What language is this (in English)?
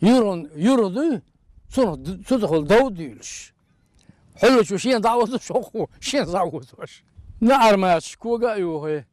Chechen